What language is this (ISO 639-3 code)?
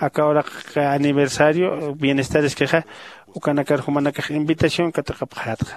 aym